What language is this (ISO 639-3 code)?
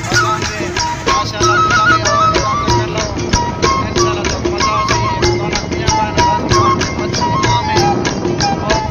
skr